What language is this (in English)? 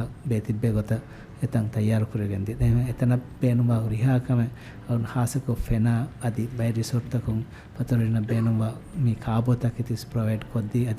Divehi